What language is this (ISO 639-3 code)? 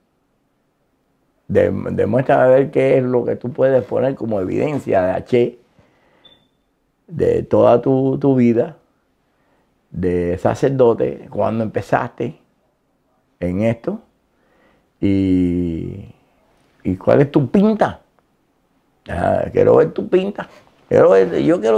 spa